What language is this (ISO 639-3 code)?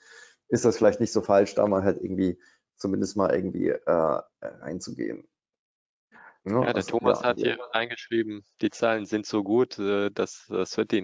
deu